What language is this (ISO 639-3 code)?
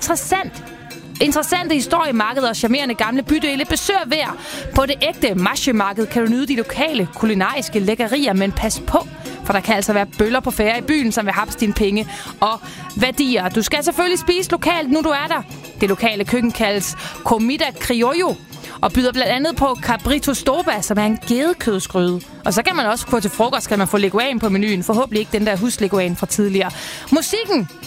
dan